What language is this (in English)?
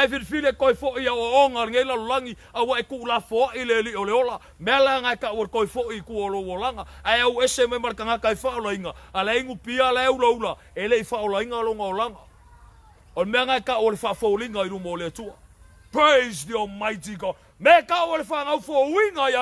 Samoan